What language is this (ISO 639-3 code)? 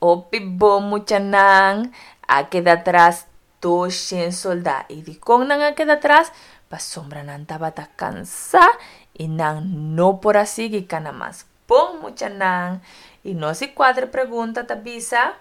pap